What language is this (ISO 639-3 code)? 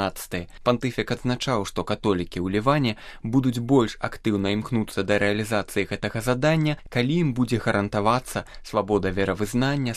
bel